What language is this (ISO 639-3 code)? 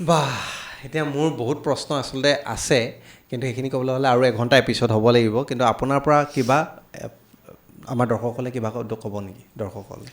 asm